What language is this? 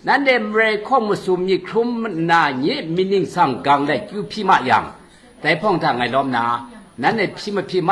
Kachin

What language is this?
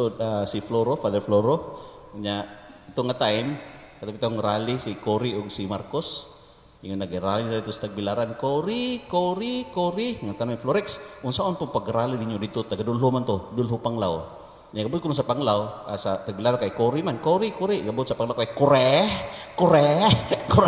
Cebuano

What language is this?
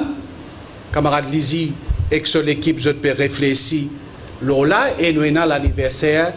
Morisyen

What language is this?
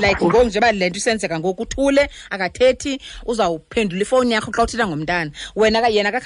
Xhosa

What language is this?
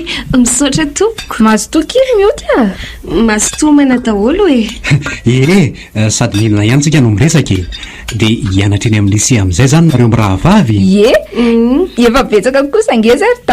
Malagasy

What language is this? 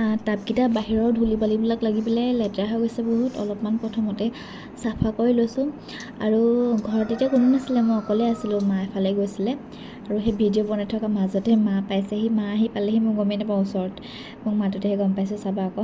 Assamese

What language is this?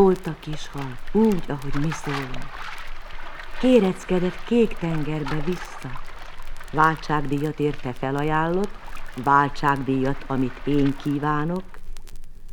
Hungarian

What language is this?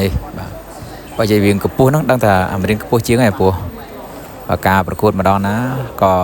Khmer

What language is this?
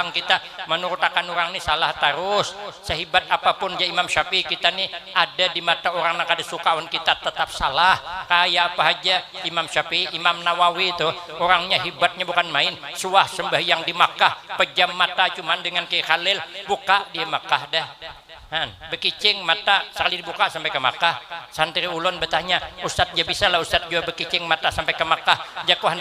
Banjar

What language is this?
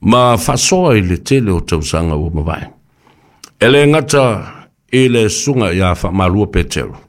Samoan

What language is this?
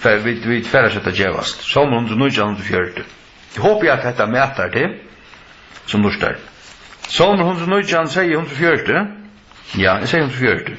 Faroese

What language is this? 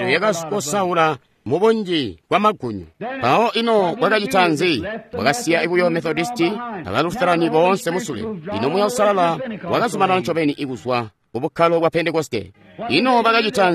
Tonga (Zambia)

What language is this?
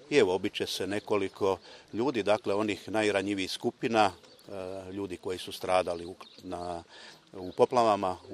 Croatian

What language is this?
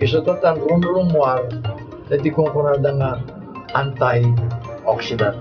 Iloko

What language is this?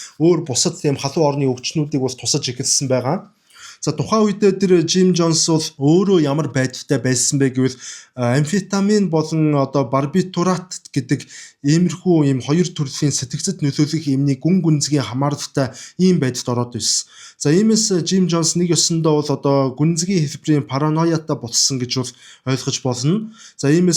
Mongolian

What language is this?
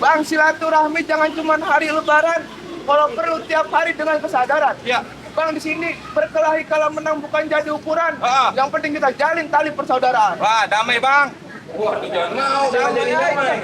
Betawi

